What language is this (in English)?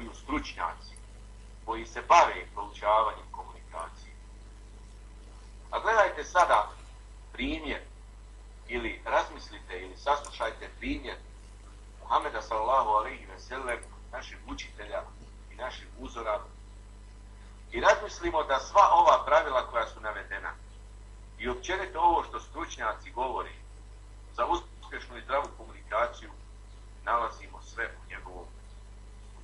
Bosnian